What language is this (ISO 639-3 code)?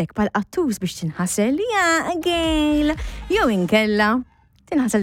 mlt